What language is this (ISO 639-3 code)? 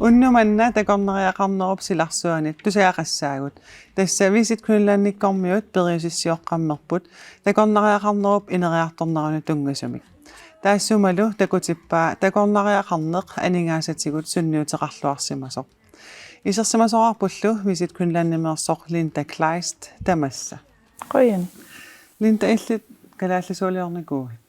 kal